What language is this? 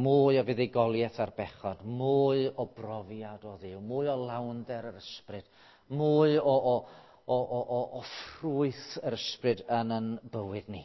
Welsh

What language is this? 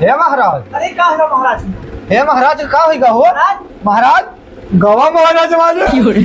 Awadhi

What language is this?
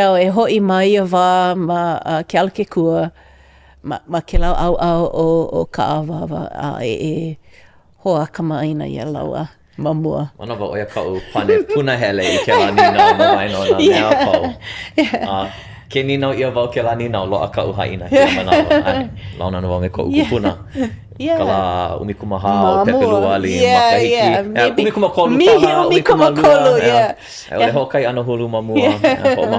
Hawaiian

